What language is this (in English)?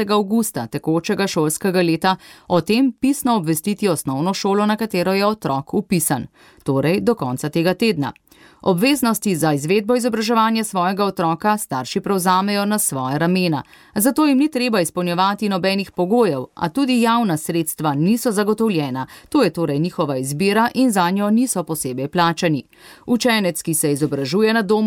Slovenian